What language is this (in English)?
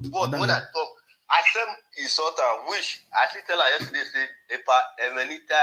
Nigerian Pidgin